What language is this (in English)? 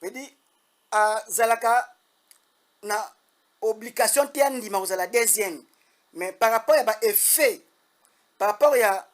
Lingala